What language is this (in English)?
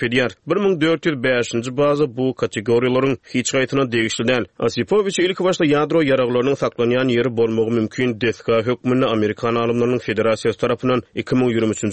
Turkmen